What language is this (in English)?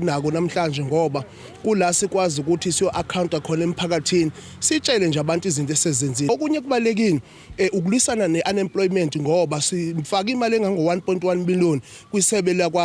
Zulu